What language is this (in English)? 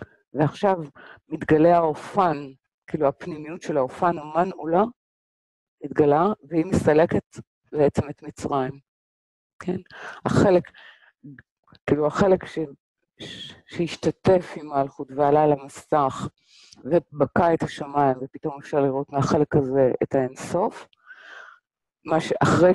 Hebrew